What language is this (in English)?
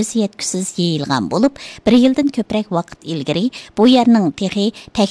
Uyghur